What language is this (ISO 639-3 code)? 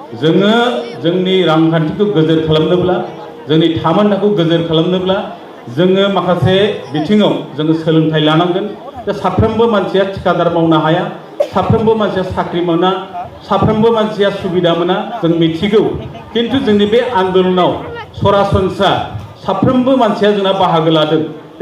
brx